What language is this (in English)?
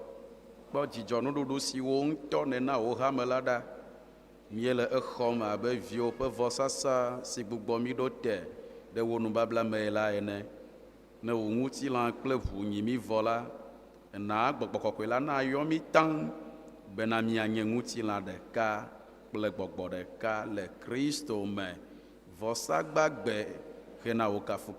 Ewe